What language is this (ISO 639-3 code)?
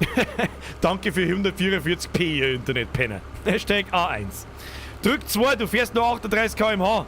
bar